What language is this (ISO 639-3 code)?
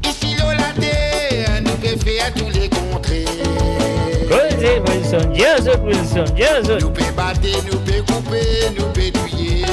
mfe